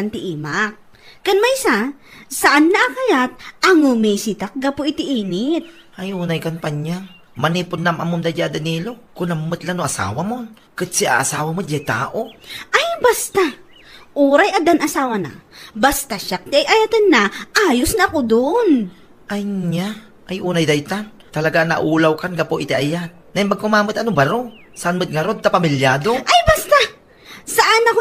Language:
Iloko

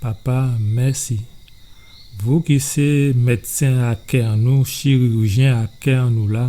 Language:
Guadeloupean Creole French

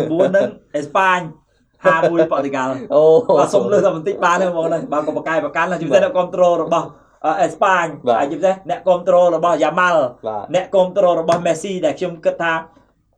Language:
Khmer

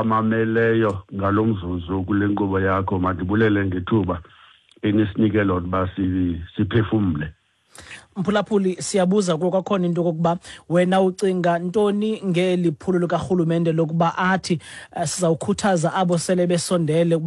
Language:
Xhosa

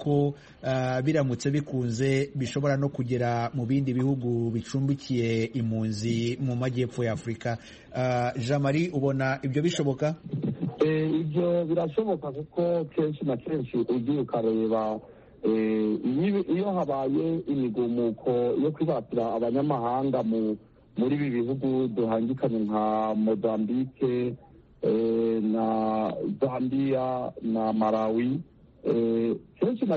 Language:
Kinyarwanda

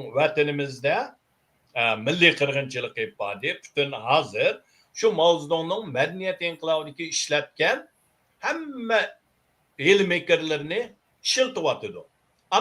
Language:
Uyghur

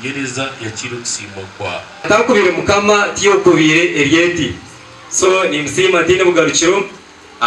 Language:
Nyankole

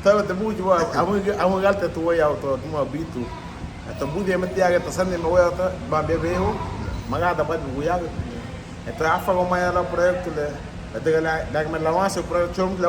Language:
Garifuna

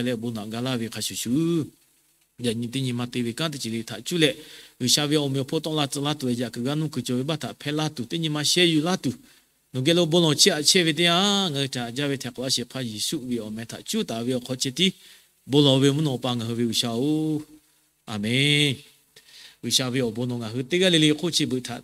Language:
Lahu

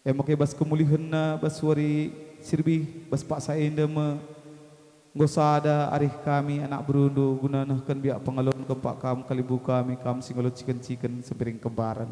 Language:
Batak Karo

